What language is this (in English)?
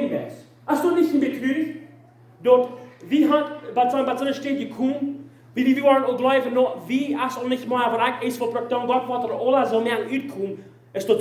Plautdietsch